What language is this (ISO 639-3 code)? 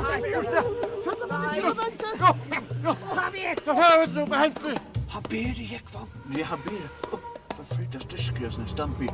fao